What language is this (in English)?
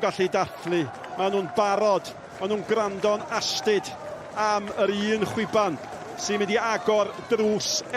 Welsh